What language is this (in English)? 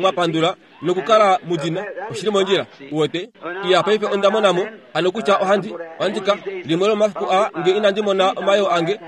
Kuanyama